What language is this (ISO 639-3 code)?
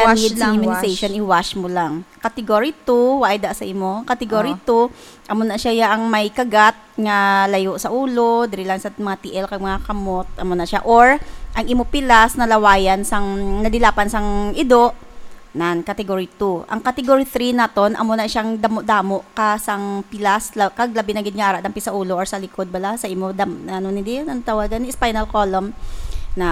hil